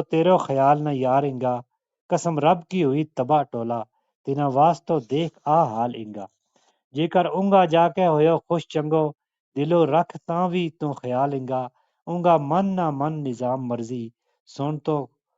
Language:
Gujari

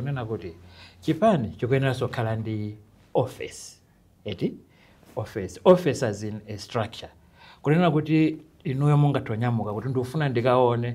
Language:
Nyanja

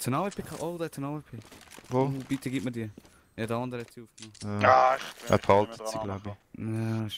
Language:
Swiss German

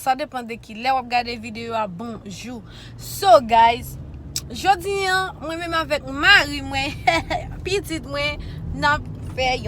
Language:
Haitian Creole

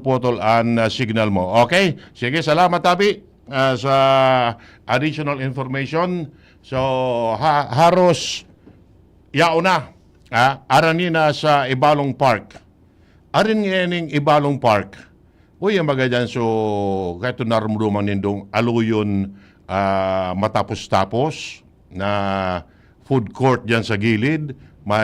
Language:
Bikol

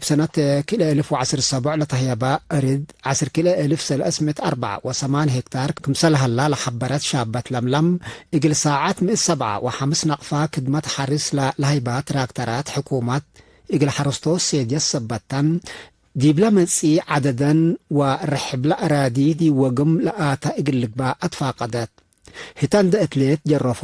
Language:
Tigre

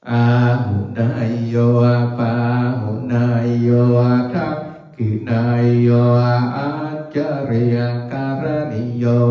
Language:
Pali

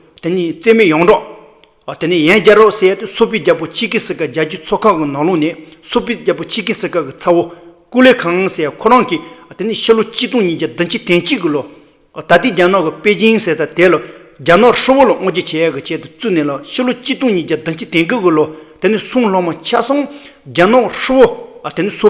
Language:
Tibetan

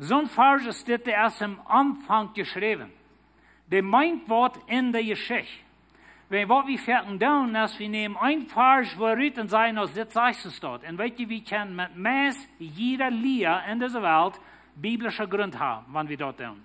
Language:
Plautdietsch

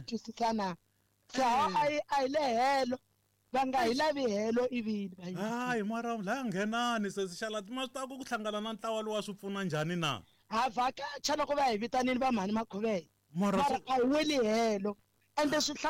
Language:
Tsonga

